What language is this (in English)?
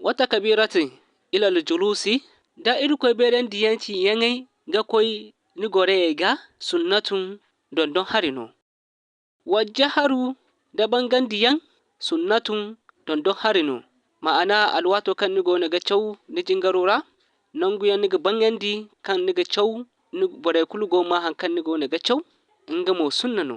Zarma